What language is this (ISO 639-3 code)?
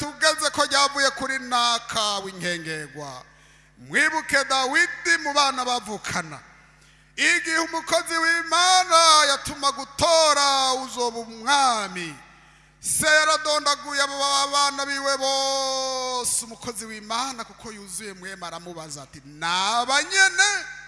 run